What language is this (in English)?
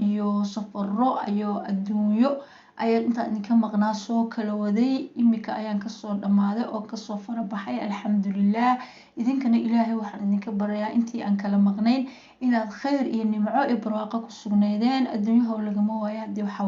Somali